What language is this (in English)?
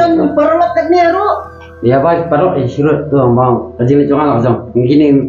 Khasi